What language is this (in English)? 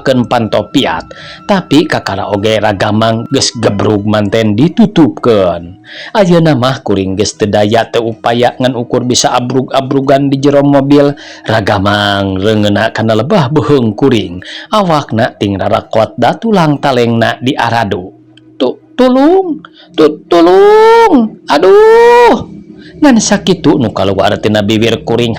Sundanese